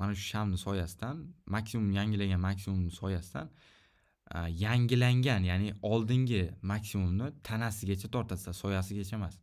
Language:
Uzbek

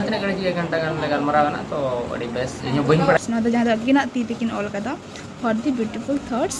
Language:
Santali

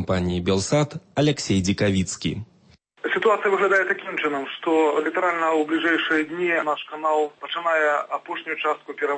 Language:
Belarusian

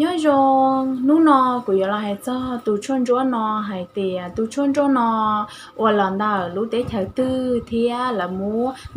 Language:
Hmong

